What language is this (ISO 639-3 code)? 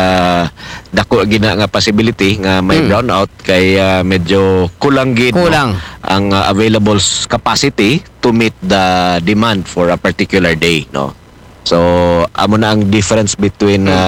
akl